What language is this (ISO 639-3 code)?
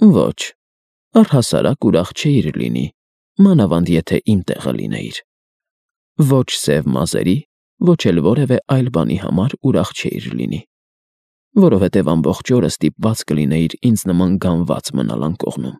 hye